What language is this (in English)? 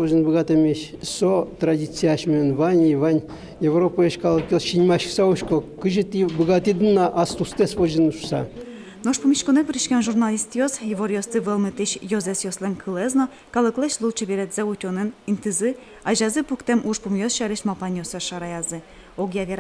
Udmurt